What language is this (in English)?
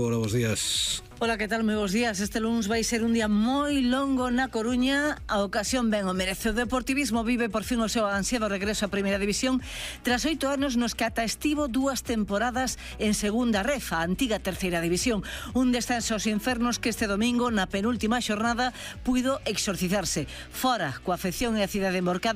Galician